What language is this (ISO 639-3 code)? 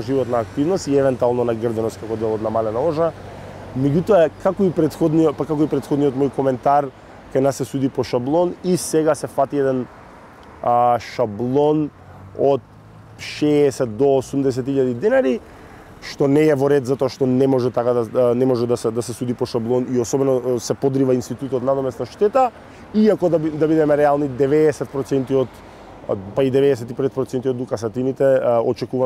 mkd